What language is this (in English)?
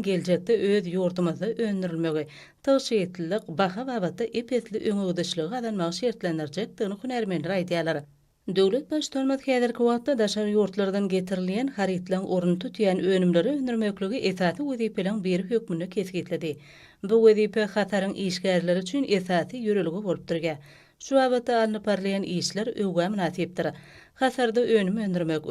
Turkmen